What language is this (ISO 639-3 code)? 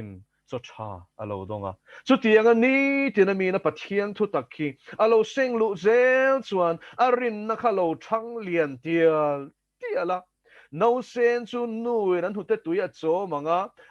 lus